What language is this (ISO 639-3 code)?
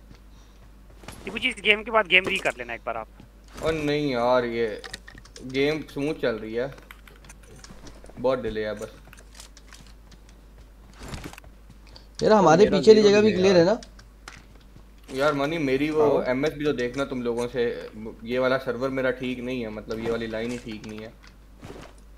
hin